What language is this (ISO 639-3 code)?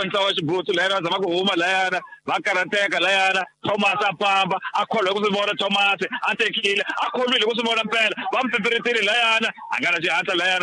tso